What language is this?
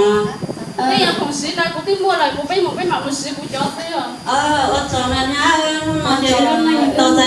Hmong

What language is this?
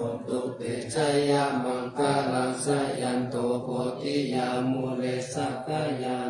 Pali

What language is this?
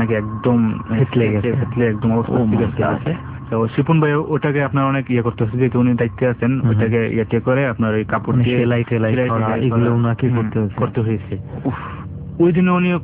Bangla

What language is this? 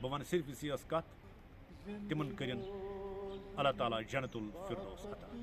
Kashmiri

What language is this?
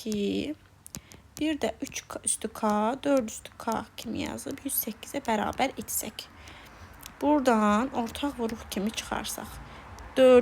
Azerbaijani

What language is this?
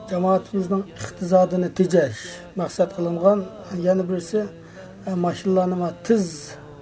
Uyghur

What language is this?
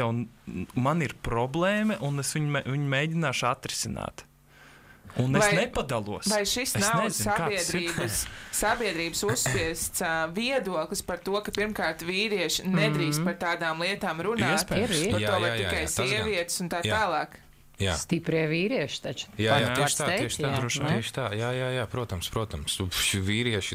Latvian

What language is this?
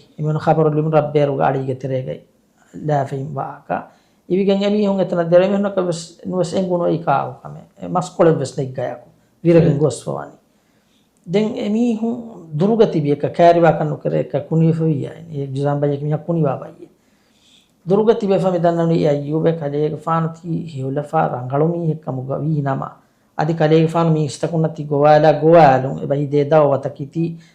Divehi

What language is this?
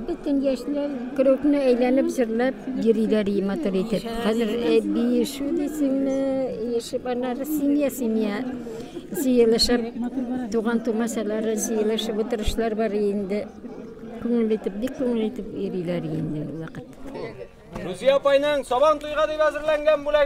Tatar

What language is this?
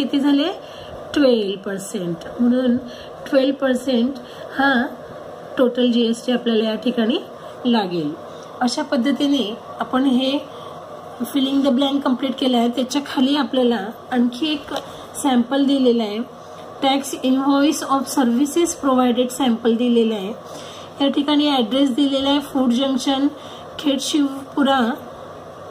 Marathi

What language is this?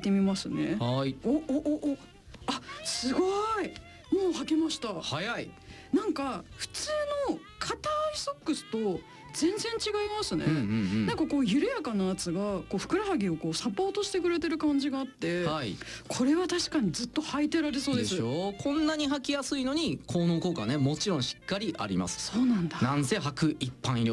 Japanese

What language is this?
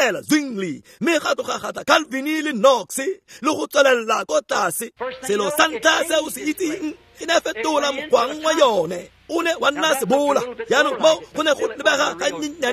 Tswana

